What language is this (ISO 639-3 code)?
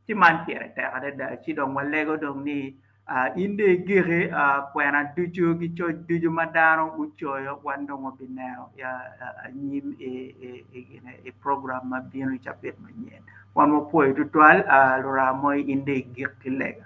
ach